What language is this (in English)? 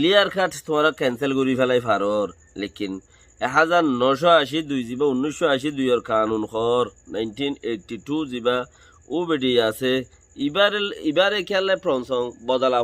Rohingya